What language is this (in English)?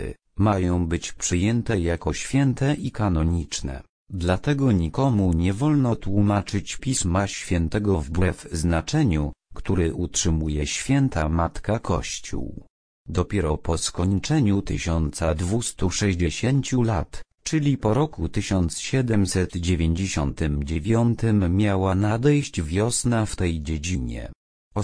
Polish